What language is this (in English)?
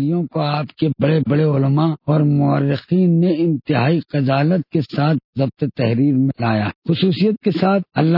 Urdu